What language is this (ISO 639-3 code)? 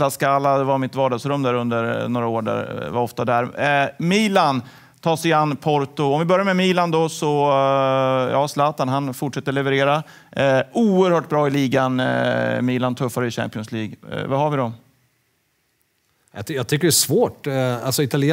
swe